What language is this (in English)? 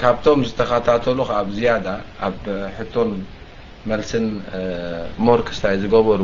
Tigrinya